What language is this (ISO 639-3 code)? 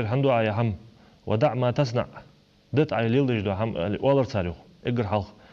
inh